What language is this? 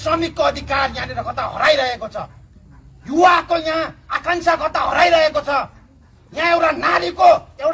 Nepali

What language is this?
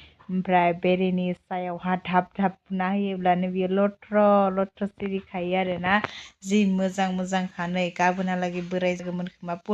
Bodo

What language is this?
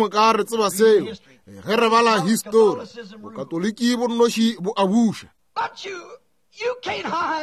Northern Sotho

